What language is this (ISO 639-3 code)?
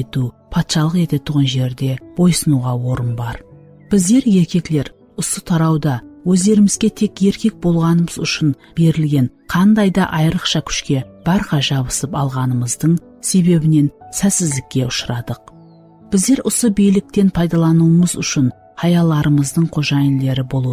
kaa